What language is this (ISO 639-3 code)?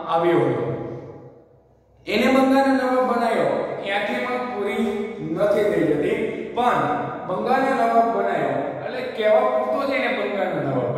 guj